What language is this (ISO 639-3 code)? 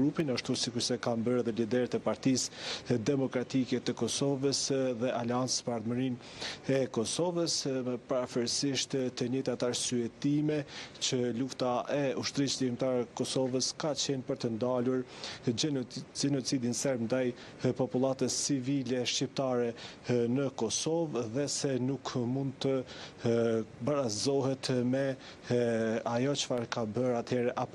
sqi